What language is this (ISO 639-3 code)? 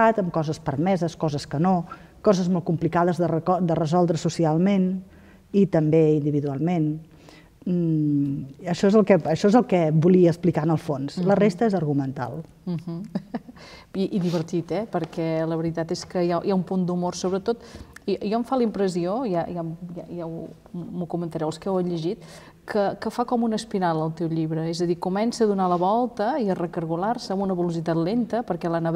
cat